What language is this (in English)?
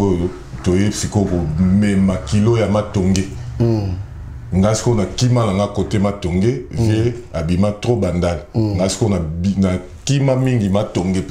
Lingala